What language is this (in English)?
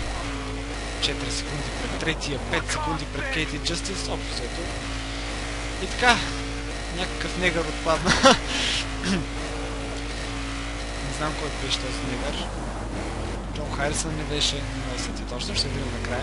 Bulgarian